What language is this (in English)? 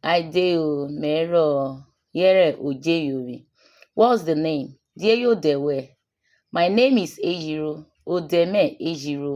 Urhobo